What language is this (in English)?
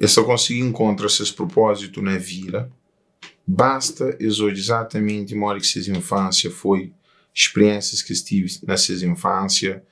Kabuverdianu